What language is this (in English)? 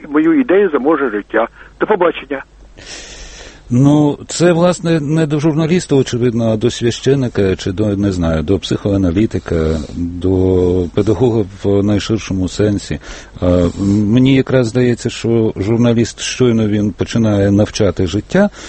Ukrainian